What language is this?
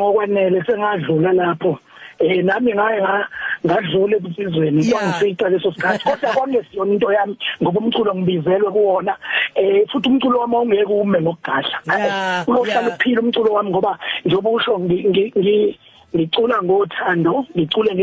Zulu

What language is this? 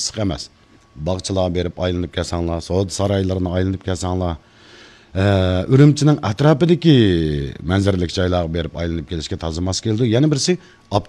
Uyghur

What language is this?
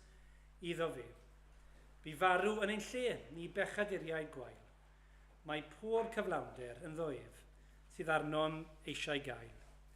Welsh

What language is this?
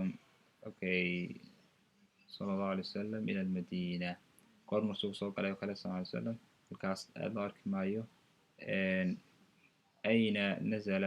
Somali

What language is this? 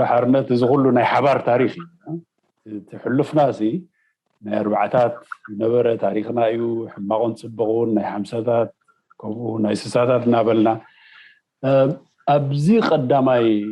Tigrinya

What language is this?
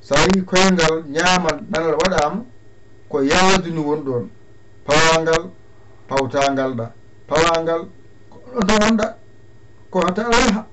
Fula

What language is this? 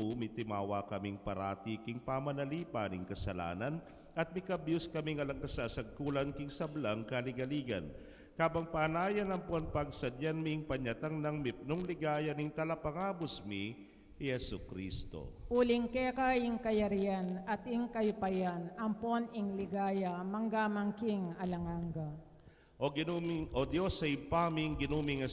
Pampanga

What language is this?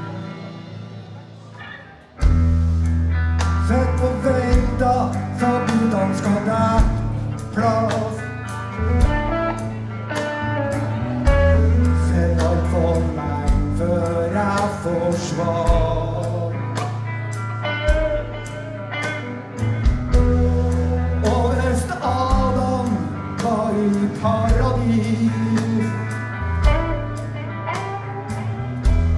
Norwegian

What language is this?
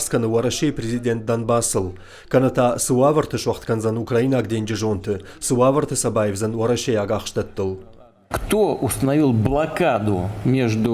Ossetic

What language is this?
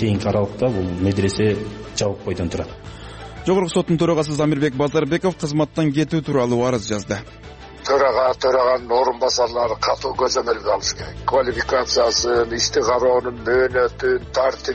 Kyrgyz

